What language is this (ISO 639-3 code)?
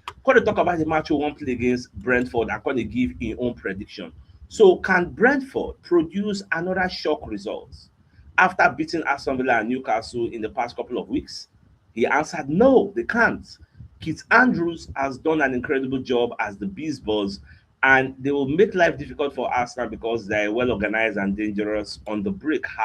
pcm